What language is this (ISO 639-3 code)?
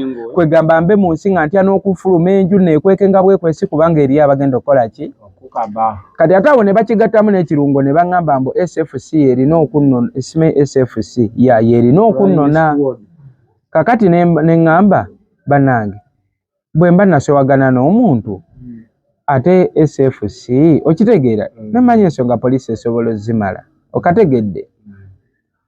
lug